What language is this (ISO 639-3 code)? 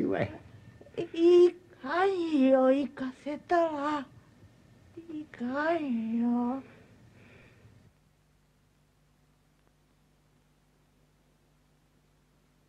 jpn